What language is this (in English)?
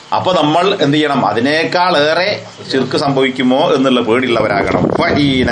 Malayalam